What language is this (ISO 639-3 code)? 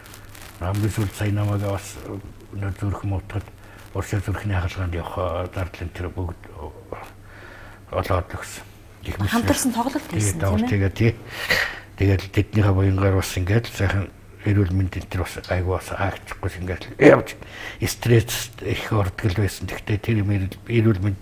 mon